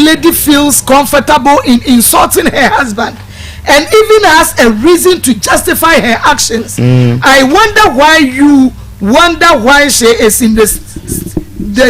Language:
Akan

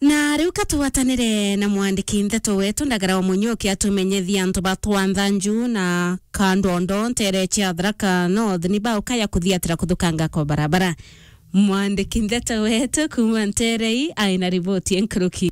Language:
Meru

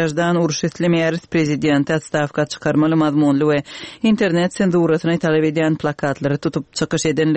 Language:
Turkmen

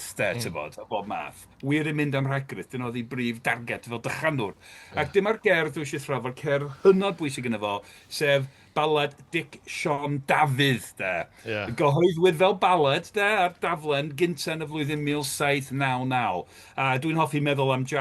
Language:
Welsh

